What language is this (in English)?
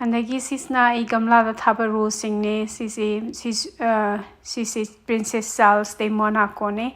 Manipuri